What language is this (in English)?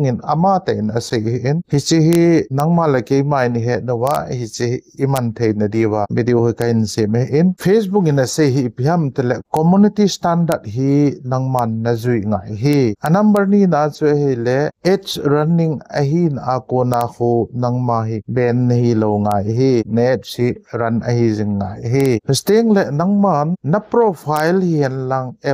Thado Chin